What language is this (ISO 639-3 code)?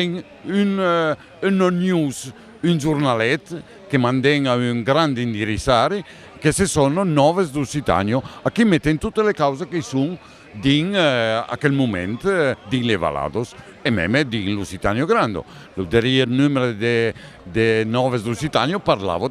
oci